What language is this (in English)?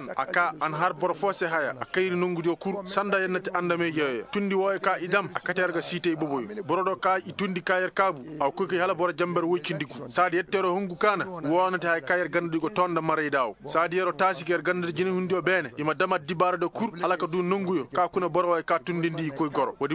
Koyraboro Senni